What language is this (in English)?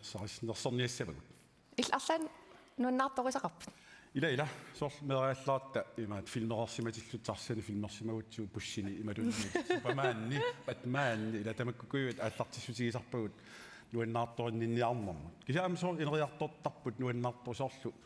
Kalaallisut